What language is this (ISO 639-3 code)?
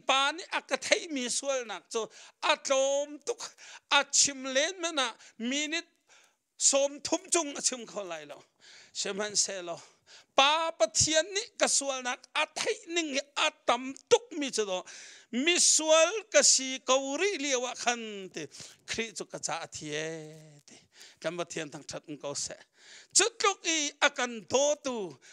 cnh